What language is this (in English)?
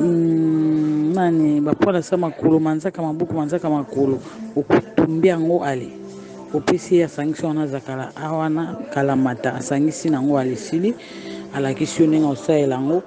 Lingala